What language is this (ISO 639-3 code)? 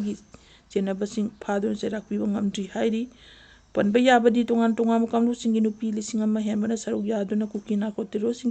mni